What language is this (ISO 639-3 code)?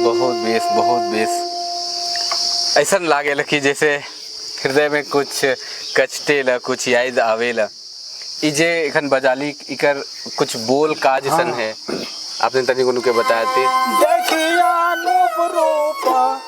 sck